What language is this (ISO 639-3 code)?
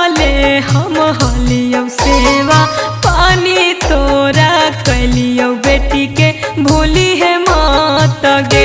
mag